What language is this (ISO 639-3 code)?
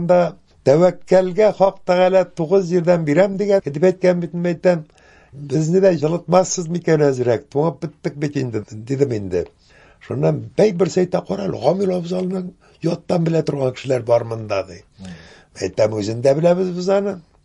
tat